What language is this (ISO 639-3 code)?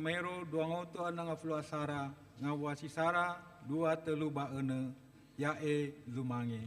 nia